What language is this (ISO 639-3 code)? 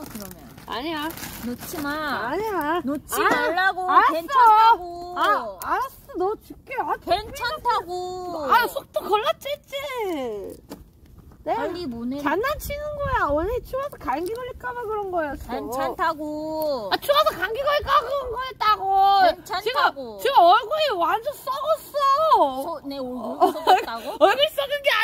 kor